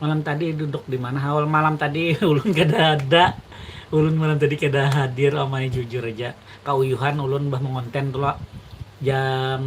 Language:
Banjar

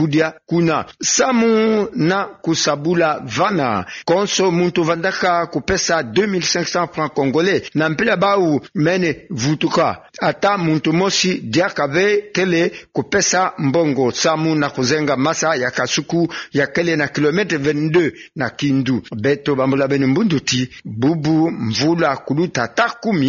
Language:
Kituba (Democratic Republic of Congo)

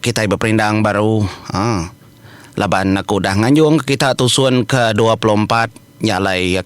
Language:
Iban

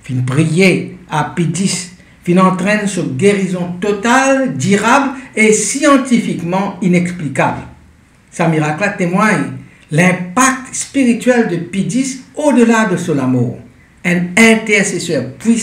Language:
Morisyen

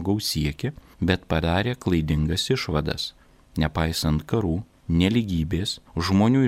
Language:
Lithuanian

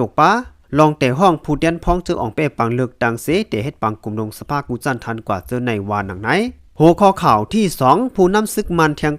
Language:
Shan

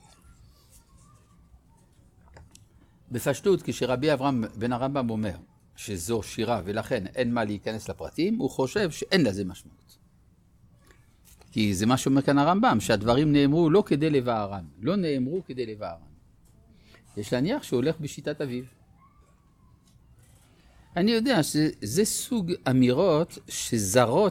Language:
Hebrew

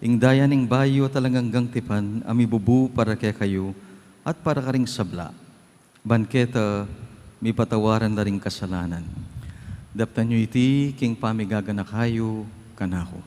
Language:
Pampanga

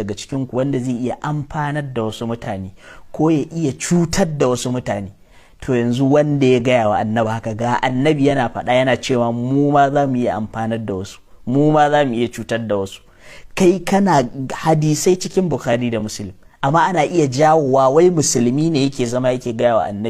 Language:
Hausa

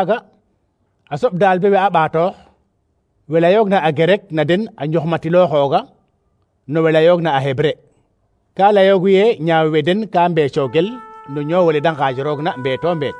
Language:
Serer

